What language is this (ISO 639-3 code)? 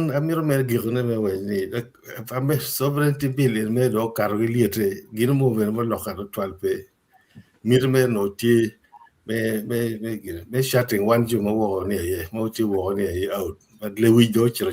ach